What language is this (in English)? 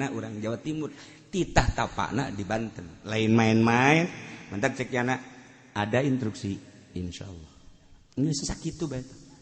Sundanese